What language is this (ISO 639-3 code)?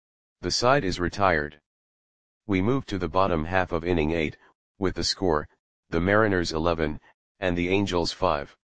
eng